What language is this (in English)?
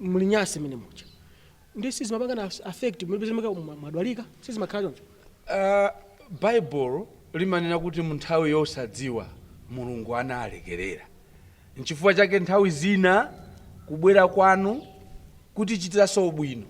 Nyanja